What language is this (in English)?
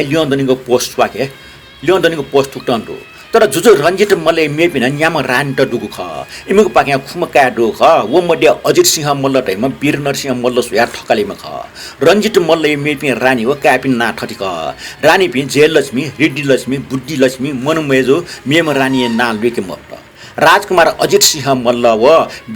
Newari